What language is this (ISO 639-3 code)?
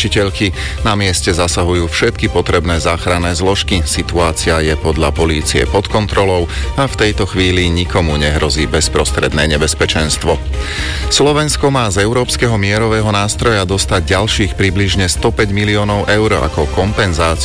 slk